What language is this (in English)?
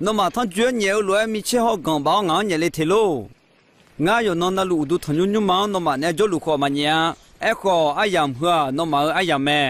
Akha